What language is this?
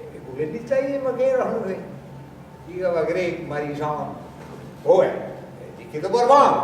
Breton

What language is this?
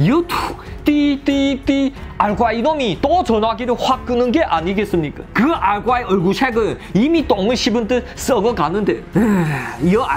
Korean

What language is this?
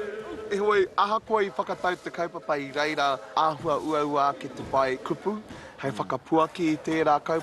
Māori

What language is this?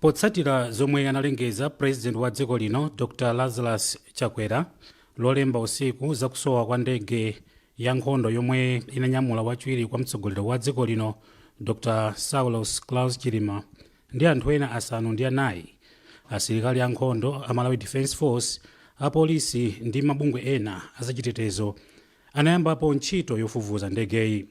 Nyanja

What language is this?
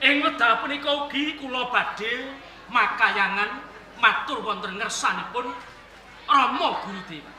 Javanese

